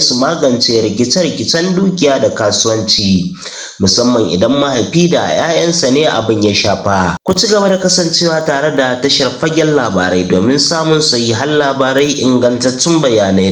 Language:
Hausa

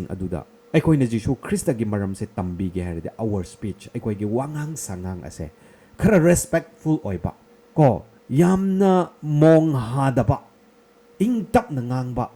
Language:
Manipuri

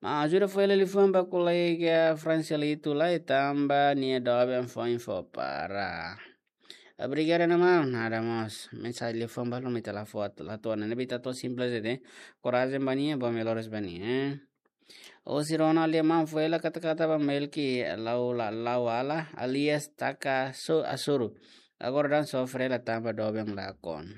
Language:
Tetum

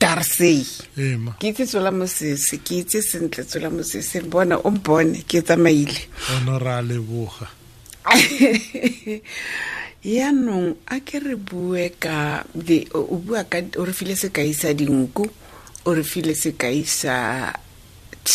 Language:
Tswana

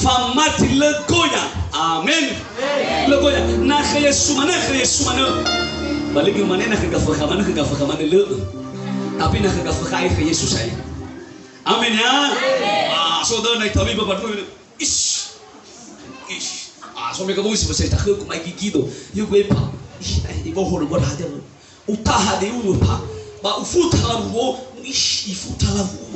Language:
Nias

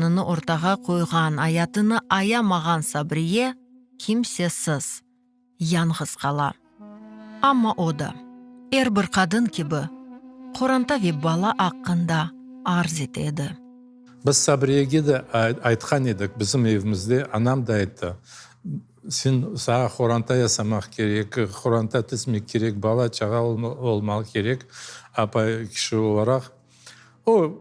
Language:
Crimean Tatar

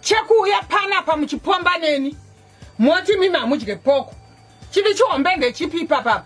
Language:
Shona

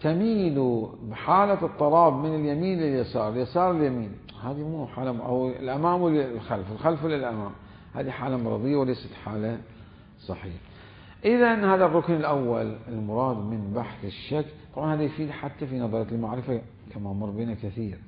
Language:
Mesopotamian Arabic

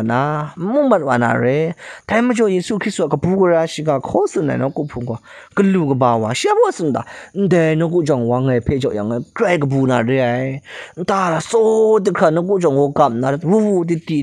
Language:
Kachin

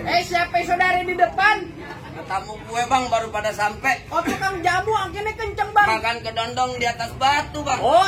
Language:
Betawi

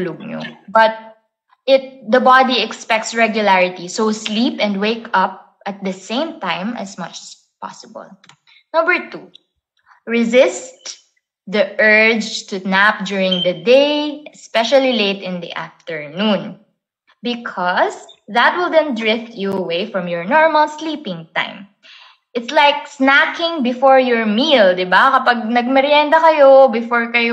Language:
Filipino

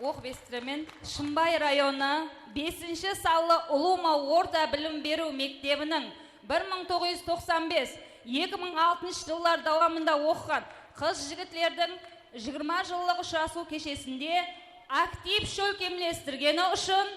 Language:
Kara-Kalpak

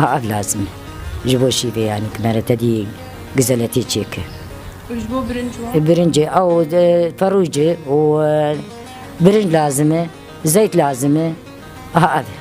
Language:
Kurdish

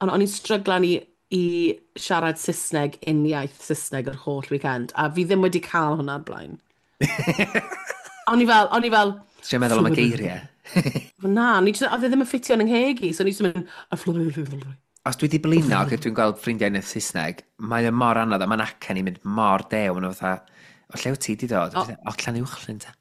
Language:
Welsh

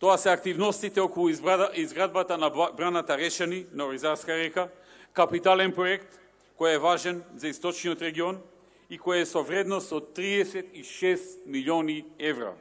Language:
Macedonian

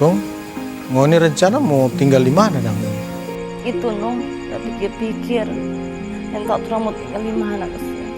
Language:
Manado Malay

